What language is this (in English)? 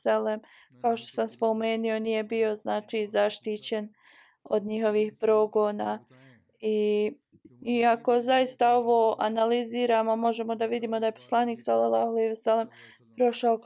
Bosnian